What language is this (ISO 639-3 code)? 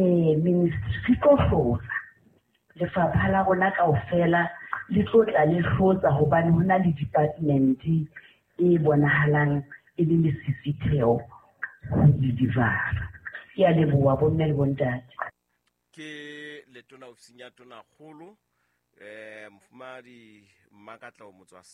sot